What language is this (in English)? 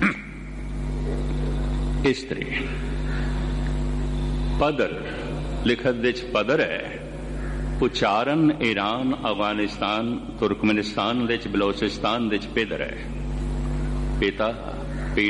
Punjabi